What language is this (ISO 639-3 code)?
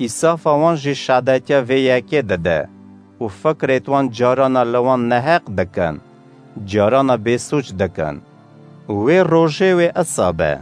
kur